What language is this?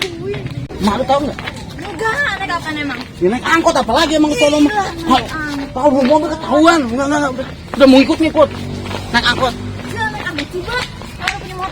Betawi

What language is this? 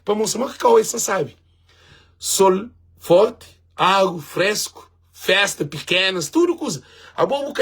Kabuverdianu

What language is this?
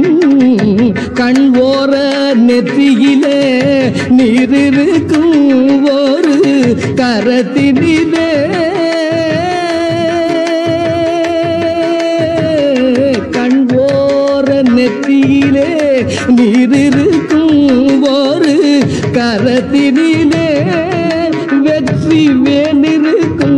Tamil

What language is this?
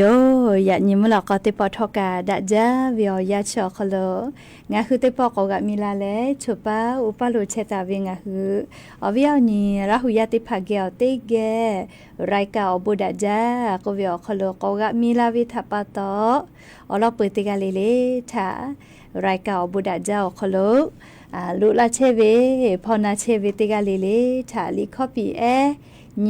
Lahu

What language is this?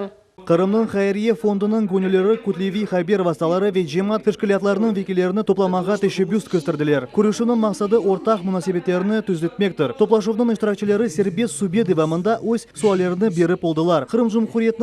Crimean Tatar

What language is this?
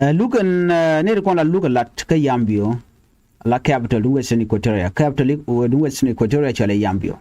Nuer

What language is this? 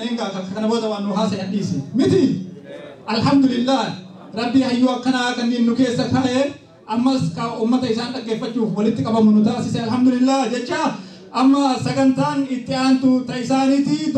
Oromo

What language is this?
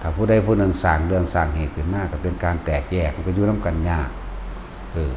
Northeastern Thai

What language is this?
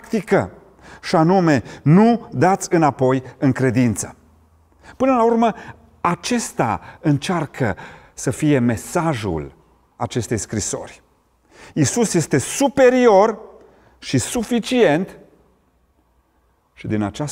Romanian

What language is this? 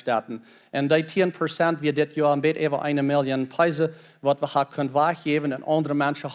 Plautdietsch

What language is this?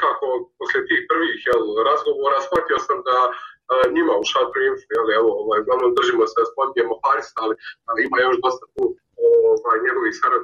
Bosnian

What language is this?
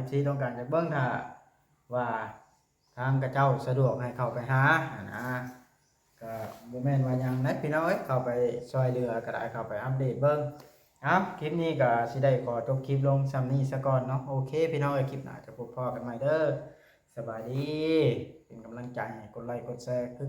Northeastern Thai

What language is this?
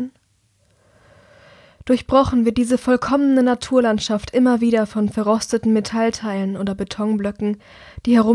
German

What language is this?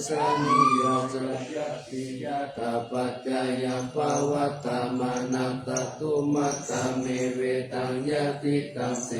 Pali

